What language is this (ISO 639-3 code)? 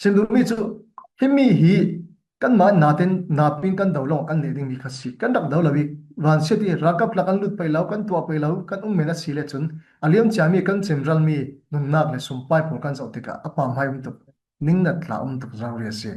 cfm